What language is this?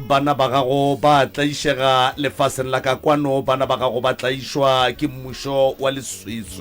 Northern Sotho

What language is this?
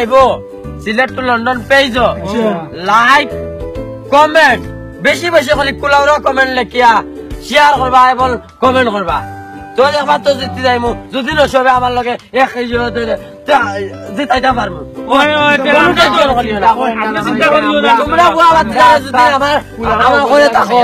Sylheti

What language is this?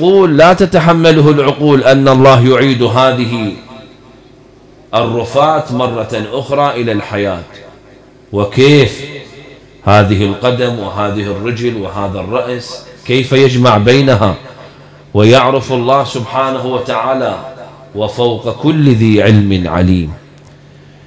Arabic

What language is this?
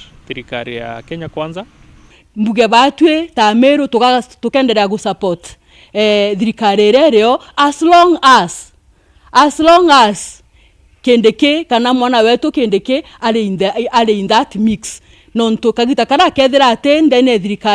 Meru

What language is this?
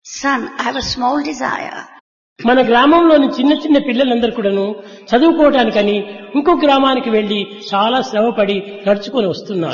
Telugu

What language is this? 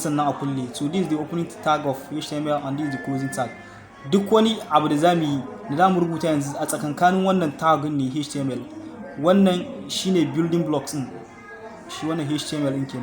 Hausa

